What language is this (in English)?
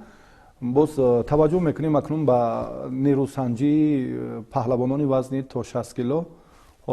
Tajik